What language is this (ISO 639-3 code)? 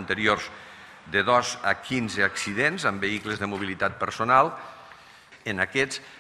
cat